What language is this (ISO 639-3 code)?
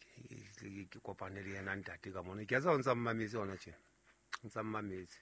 sot